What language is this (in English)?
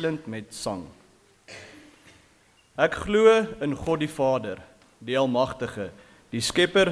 Afrikaans